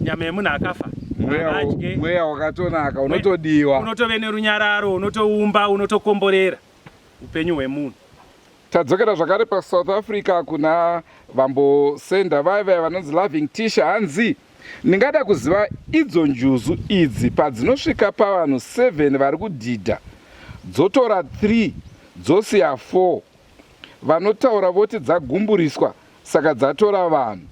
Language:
Shona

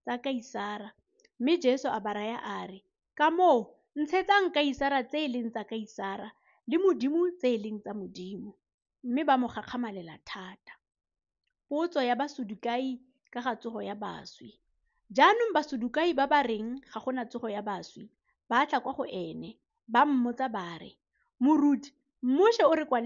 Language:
Tswana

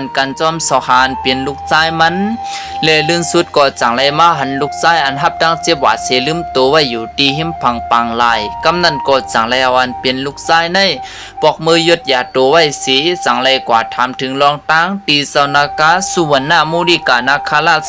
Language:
Shan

